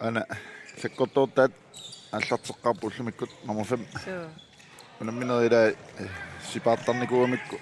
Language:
Kalaallisut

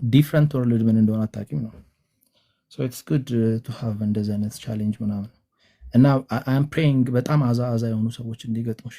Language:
Amharic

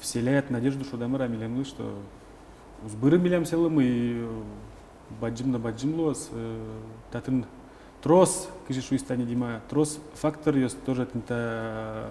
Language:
Udmurt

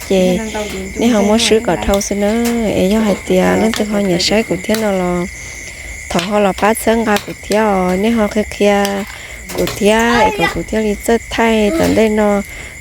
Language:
Hmong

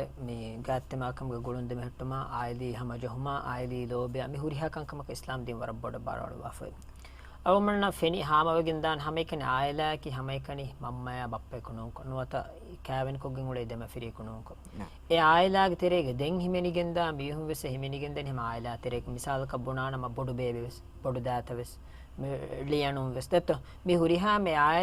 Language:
Divehi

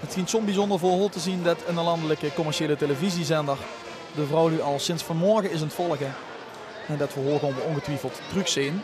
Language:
Limburgish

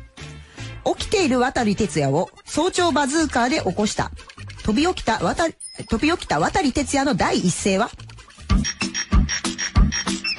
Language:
Japanese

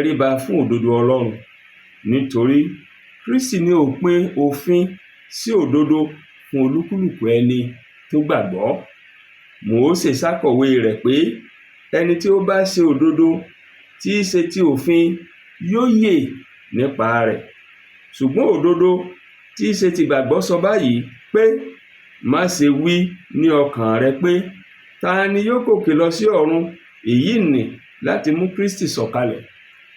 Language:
Yoruba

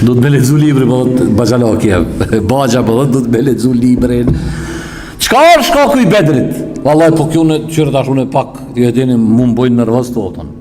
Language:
Albanian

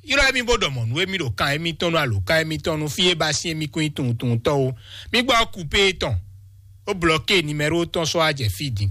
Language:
Fon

